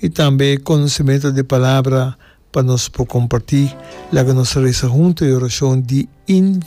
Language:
Papiamento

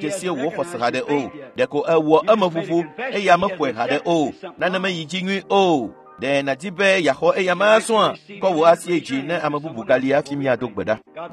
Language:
Ewe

